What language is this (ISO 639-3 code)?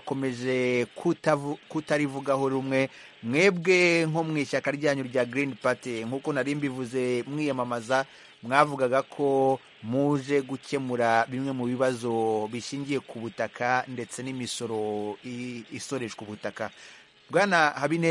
kin